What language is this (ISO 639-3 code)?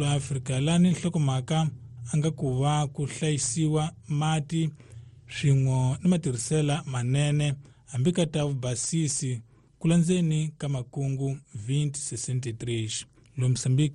tso